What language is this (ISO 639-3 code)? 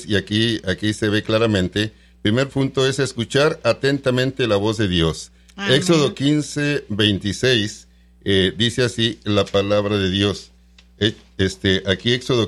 spa